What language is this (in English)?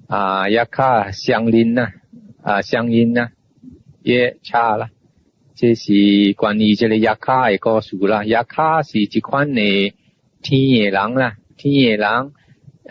Min Nan Chinese